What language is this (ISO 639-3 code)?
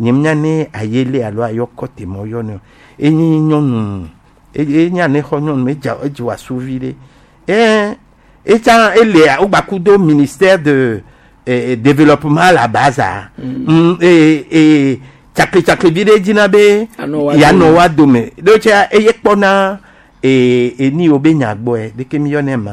gej